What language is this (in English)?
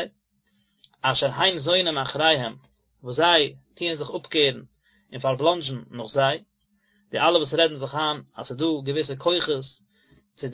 Yiddish